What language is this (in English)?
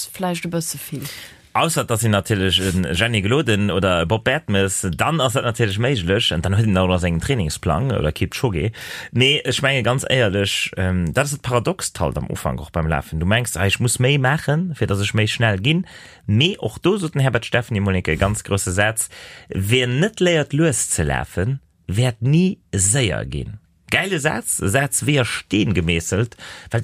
Luxembourgish